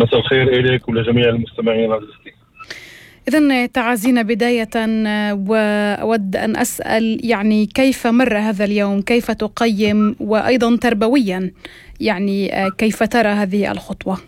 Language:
North Levantine Arabic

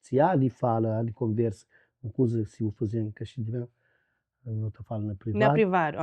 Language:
Kabuverdianu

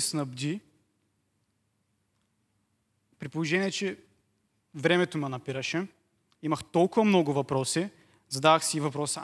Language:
Bulgarian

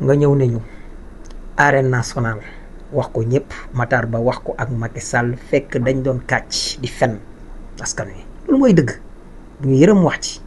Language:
Wolof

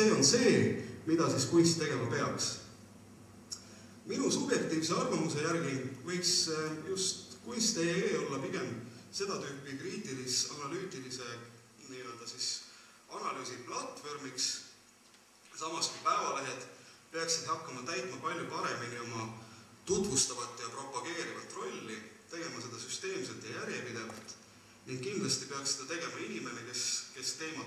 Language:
Estonian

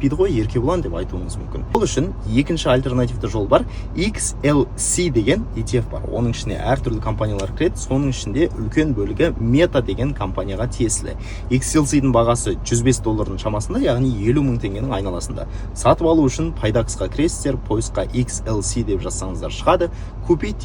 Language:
Kazakh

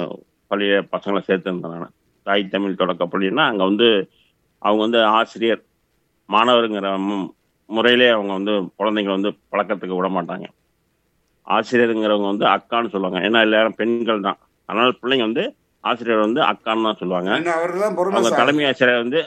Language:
Tamil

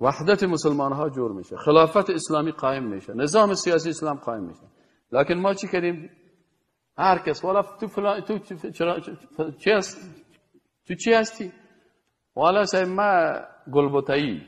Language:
Persian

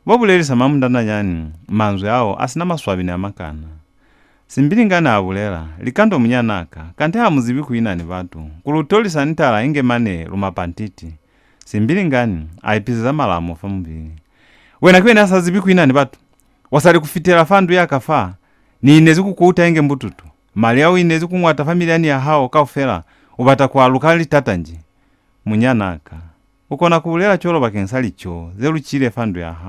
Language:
Lozi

